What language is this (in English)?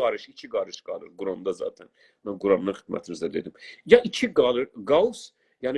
South Azerbaijani